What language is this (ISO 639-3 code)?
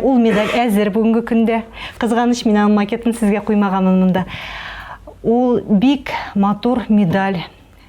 tat